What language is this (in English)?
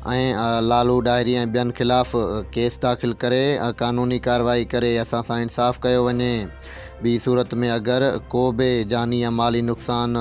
Sindhi